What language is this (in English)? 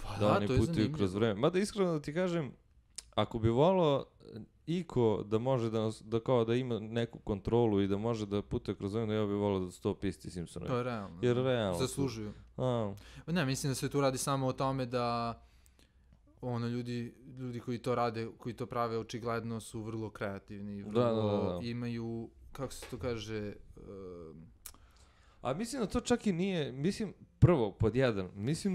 Serbian